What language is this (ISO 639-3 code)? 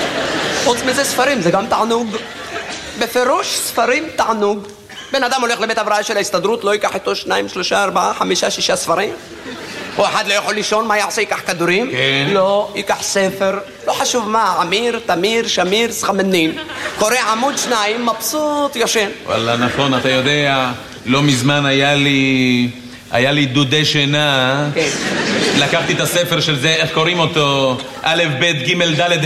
heb